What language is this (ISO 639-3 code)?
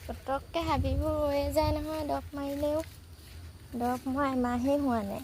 asm